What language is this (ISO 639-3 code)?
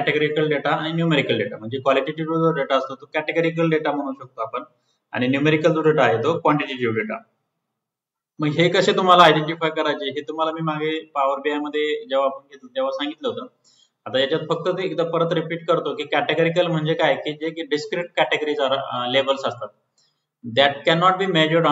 mar